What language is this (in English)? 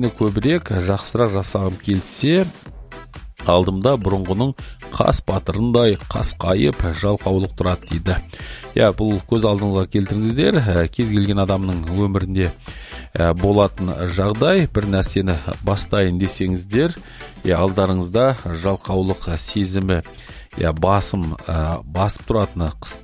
Kazakh